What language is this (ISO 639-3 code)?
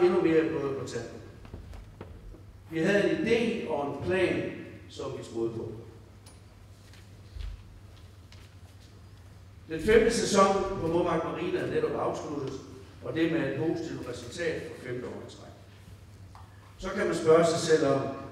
dan